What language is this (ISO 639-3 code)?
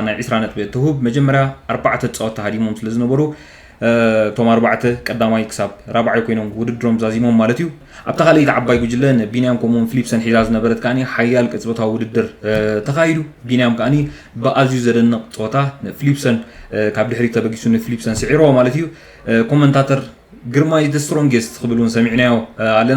tir